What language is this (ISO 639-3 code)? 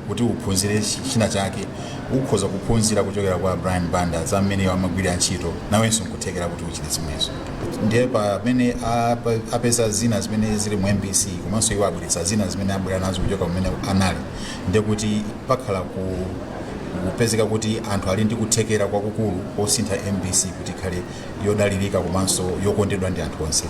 nya